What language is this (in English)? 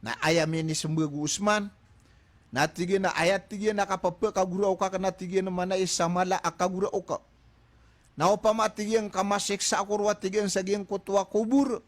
Maranao